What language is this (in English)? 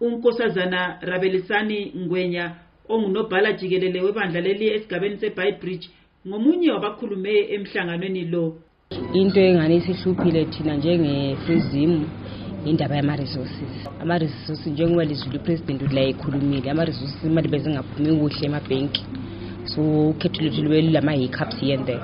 North Ndebele